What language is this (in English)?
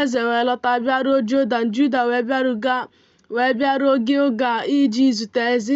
Igbo